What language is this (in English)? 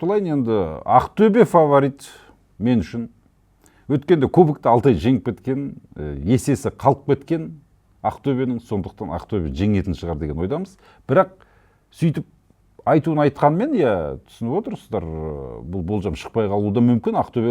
Kazakh